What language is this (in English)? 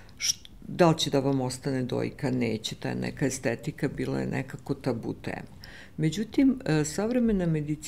Serbian